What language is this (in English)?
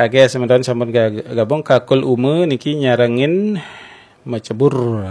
Balinese